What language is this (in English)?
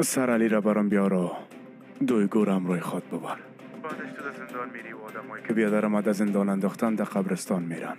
Persian